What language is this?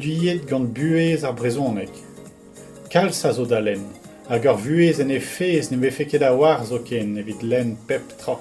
Breton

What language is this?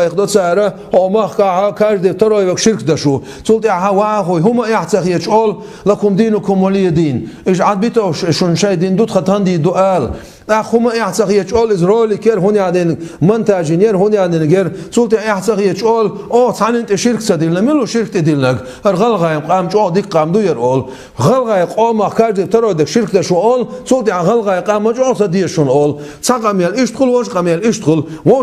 Chechen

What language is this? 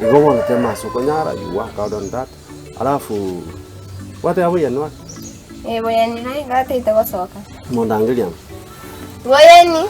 Gusii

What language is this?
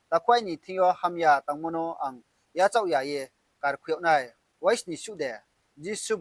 Riang (India)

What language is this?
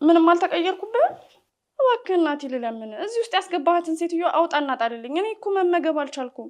Amharic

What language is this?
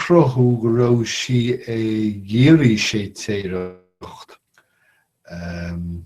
Irish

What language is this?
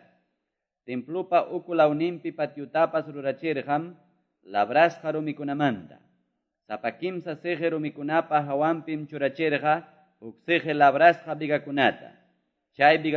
Quechua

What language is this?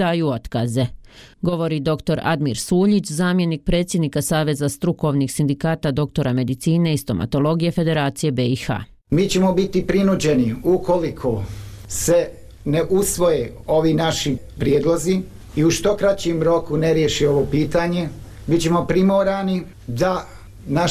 Bosnian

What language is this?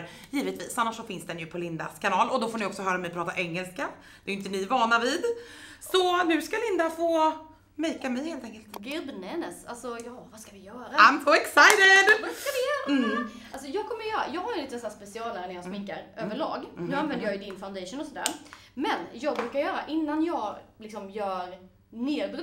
Swedish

